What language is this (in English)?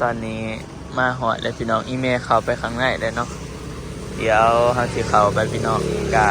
Northeastern Thai